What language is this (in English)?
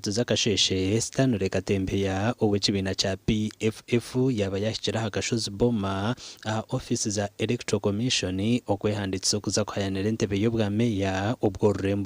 Nyankole